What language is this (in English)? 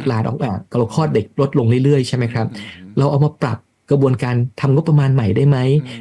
Thai